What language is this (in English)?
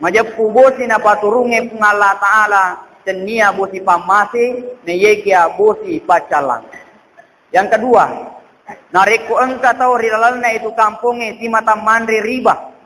Buginese